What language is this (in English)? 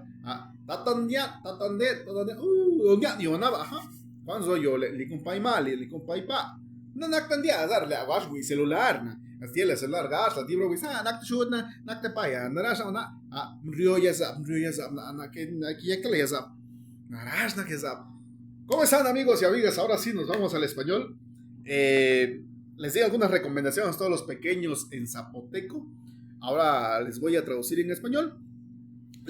Zapotec